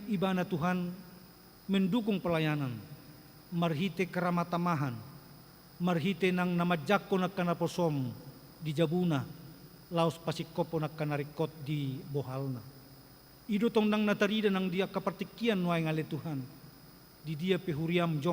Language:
Batak Toba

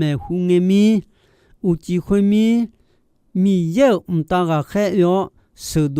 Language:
Akha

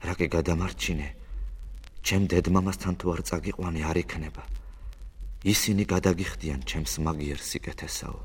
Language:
Georgian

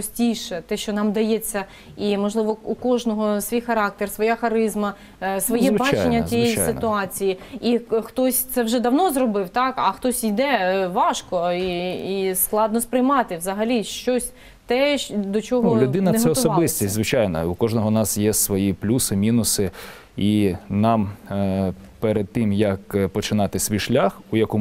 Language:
Ukrainian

